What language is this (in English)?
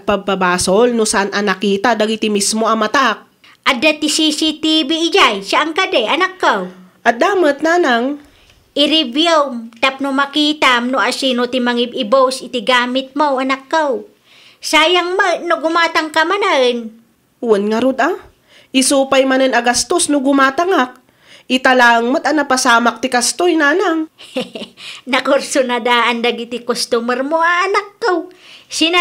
Iloko